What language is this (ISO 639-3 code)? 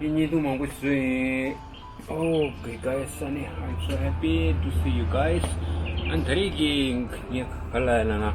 bod